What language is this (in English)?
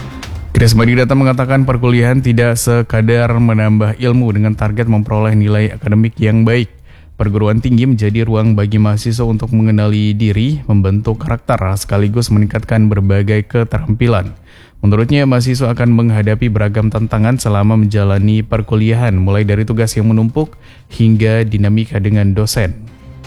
Indonesian